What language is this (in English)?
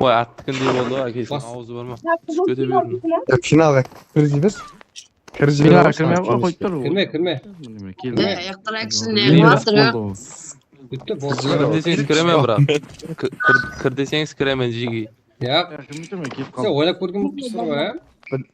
Kara-Kalpak